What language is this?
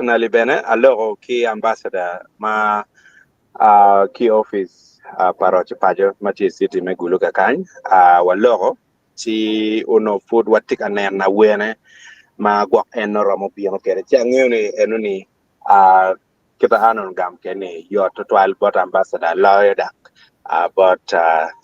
Acoli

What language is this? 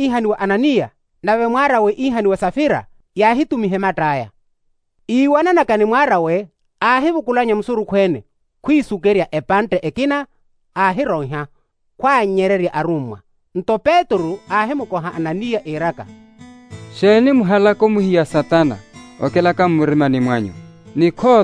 Makhuwa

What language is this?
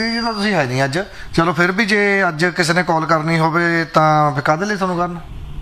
Punjabi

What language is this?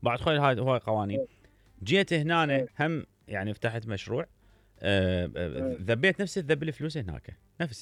Mesopotamian Arabic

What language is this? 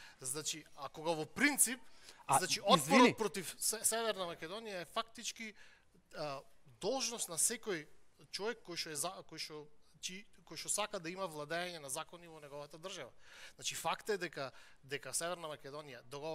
Macedonian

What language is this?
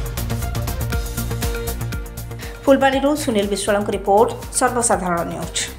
Odia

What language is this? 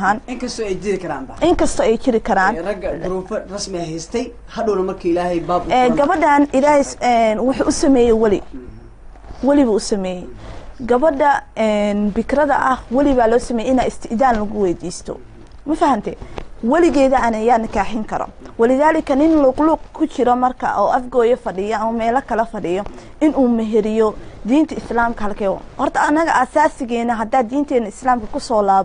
Somali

